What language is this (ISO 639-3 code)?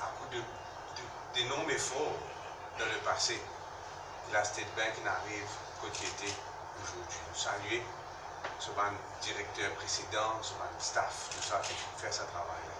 mfe